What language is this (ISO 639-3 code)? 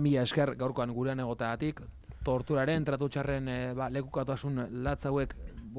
eus